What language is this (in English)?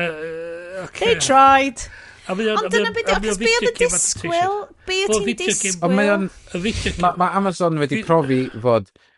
Welsh